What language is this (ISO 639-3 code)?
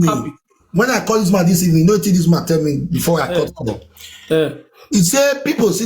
pcm